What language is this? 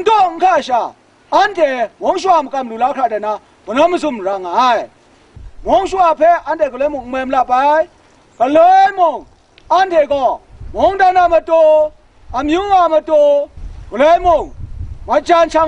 Kachin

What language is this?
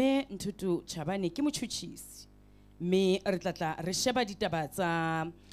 Southern Sotho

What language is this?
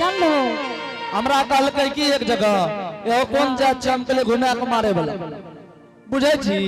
Angika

